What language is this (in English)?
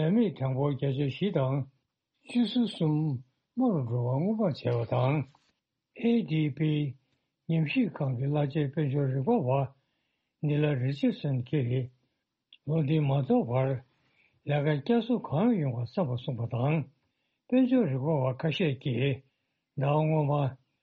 Tibetan